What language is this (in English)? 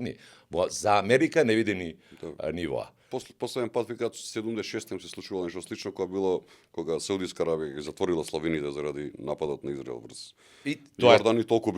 Macedonian